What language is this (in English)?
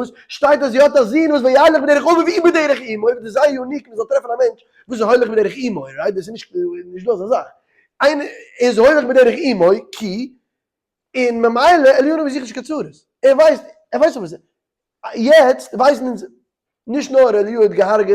Yiddish